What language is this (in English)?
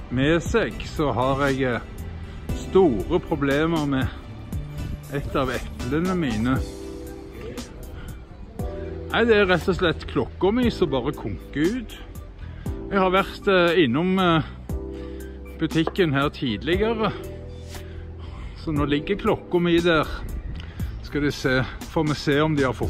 Norwegian